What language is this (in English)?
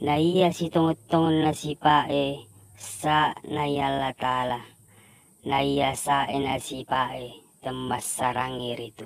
Buginese